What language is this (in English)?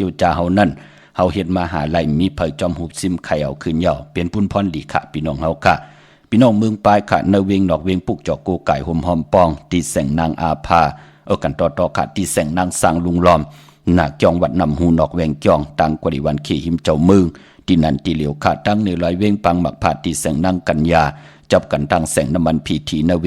Shan